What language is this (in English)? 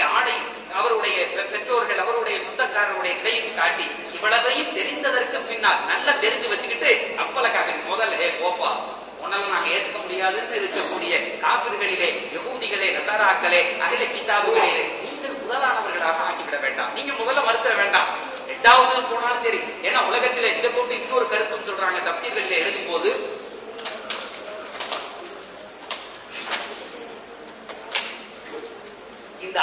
Tamil